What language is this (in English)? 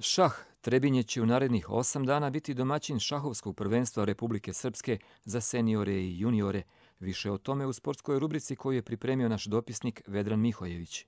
Croatian